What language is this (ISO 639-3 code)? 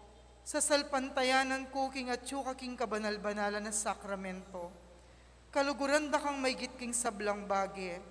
pam